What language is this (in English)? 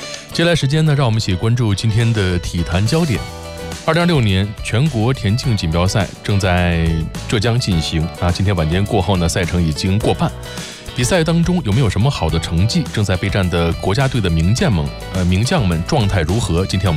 Chinese